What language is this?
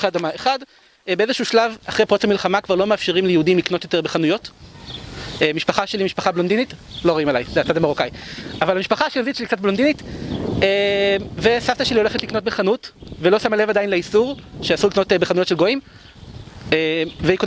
Hebrew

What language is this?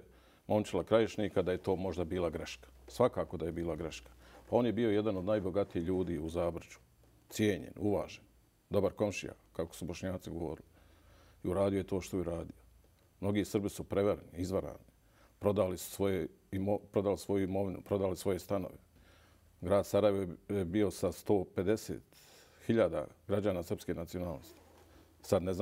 Bosnian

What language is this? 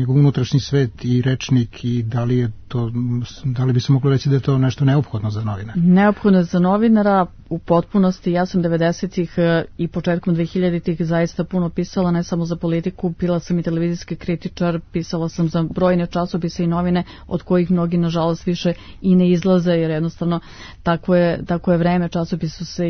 Serbian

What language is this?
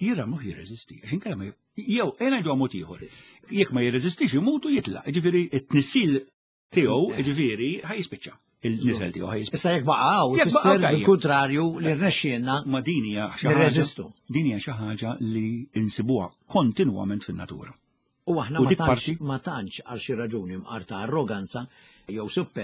Maltese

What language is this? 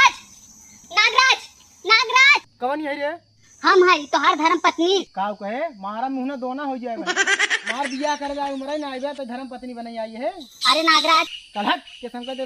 Awadhi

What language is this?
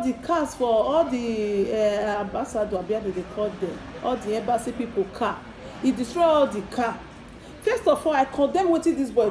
Nigerian Pidgin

